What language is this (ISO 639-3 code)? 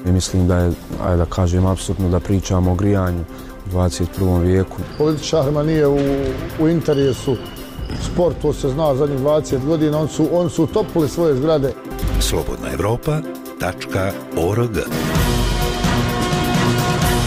bos